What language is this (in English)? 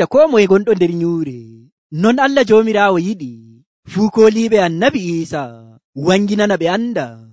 Nigerian Fulfulde